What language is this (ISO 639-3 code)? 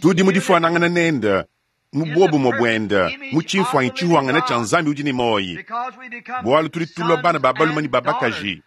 lua